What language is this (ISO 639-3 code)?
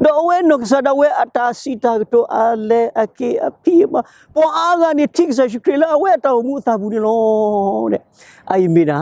ksw